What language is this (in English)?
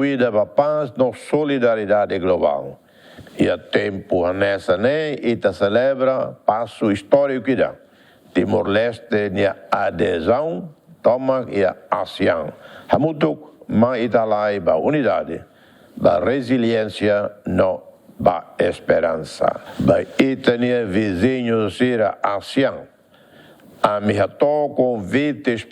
Tetum